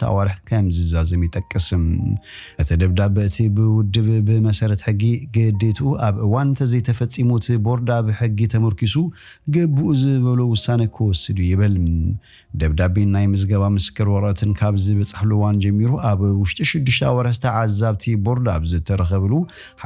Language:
Tigrinya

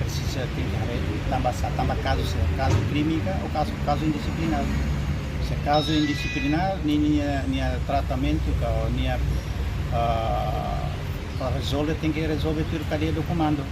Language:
Tetum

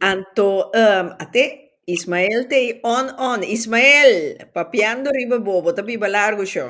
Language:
Papiamento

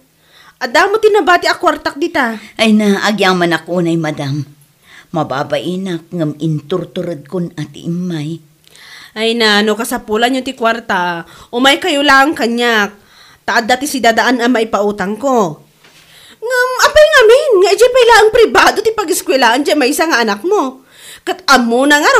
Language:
Iloko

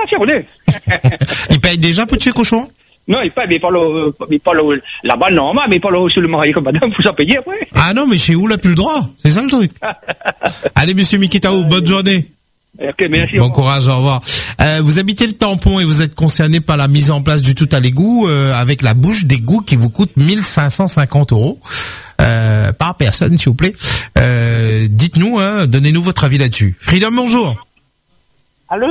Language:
French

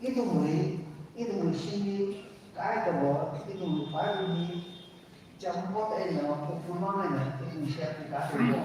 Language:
Tangkhul Naga (India)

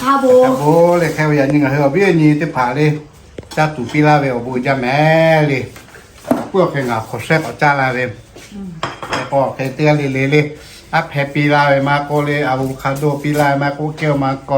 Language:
Lahu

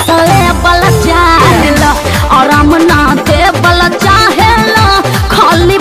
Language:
Bhojpuri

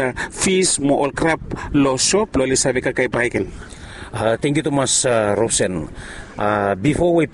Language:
Bislama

